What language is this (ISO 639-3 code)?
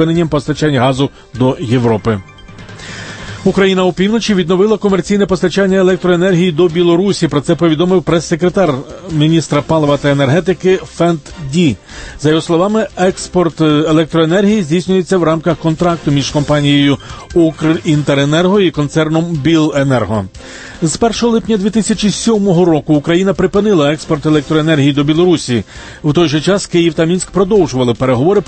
ukr